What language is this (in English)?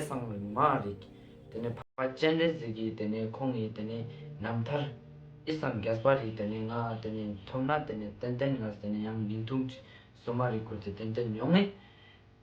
Ladakhi